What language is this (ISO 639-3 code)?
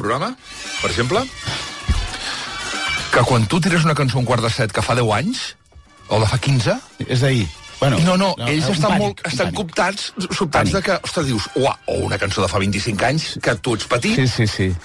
cat